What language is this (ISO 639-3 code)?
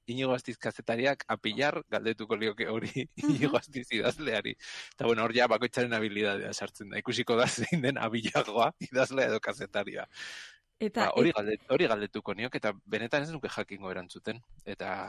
eus